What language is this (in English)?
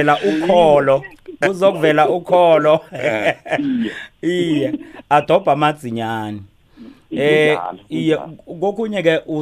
South Ndebele